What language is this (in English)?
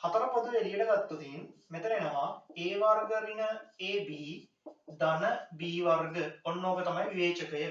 Sinhala